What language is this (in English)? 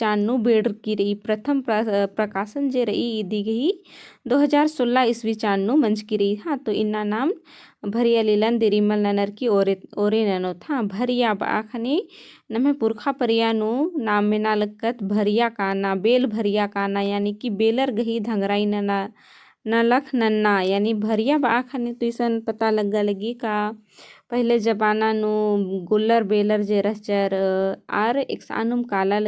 Kurukh